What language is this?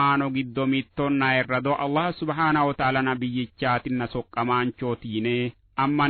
Sidamo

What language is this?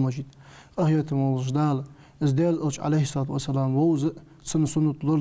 Ingush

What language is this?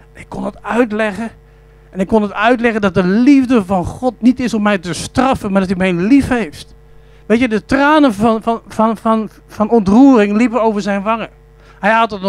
Dutch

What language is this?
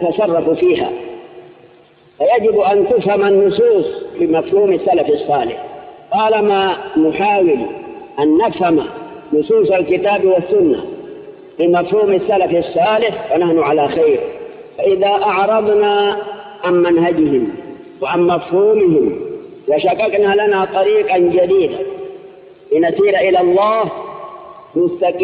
Arabic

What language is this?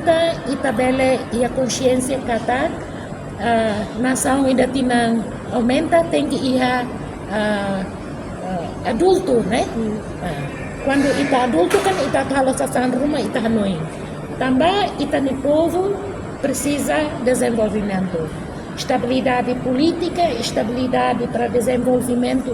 Tetum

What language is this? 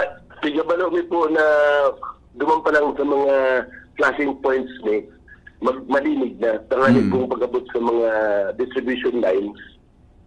Bikol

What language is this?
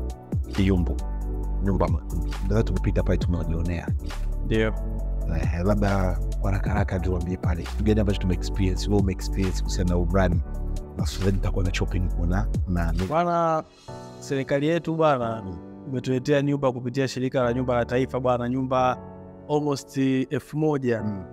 Swahili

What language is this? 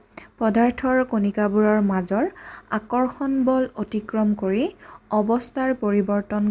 Assamese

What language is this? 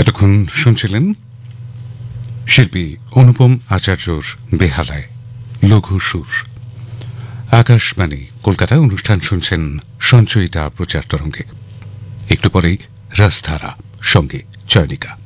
Bangla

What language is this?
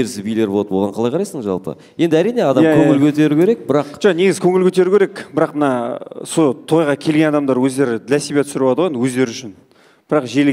Kazakh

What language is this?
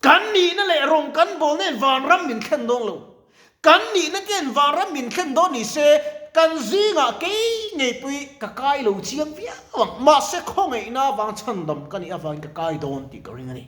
Mizo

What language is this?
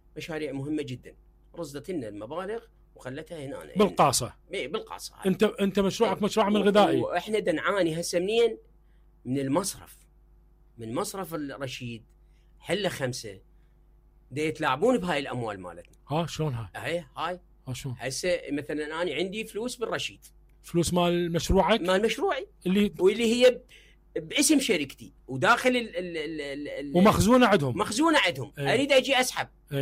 Mesopotamian Arabic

